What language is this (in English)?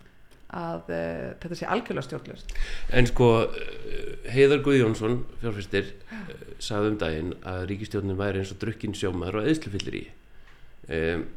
Icelandic